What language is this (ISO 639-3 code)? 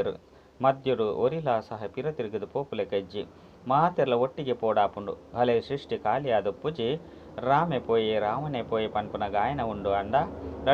tcy